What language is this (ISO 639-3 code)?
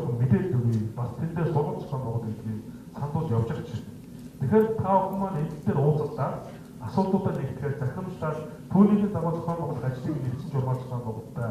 mon